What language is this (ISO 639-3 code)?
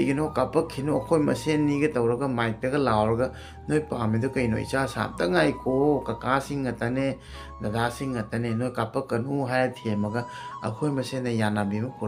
mni